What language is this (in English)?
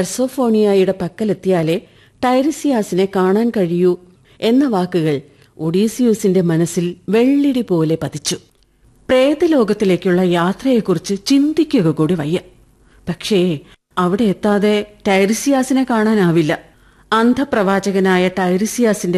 Malayalam